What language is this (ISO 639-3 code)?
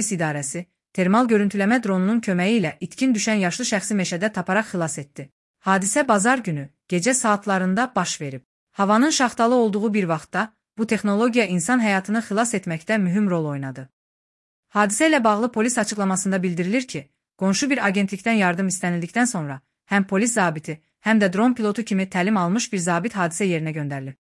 aze